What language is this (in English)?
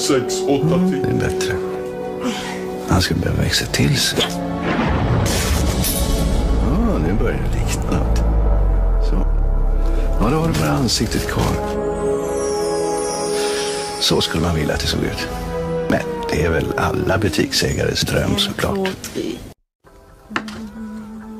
Swedish